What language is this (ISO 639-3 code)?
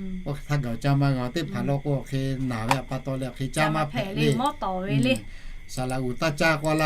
lhu